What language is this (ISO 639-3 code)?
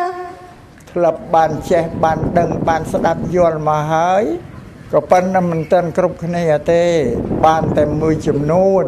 khm